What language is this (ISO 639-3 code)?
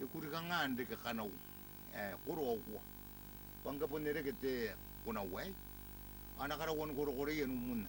gil